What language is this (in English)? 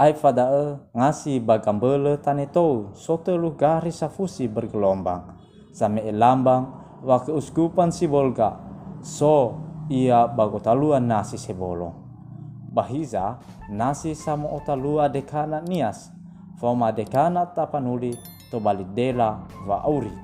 Nias